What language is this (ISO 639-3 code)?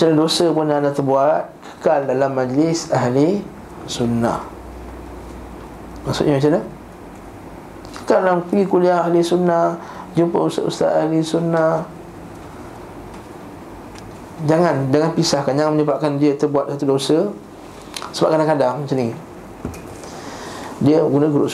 msa